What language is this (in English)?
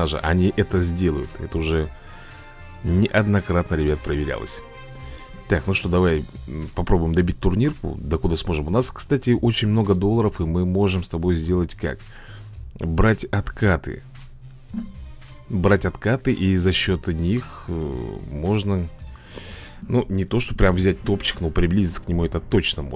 Russian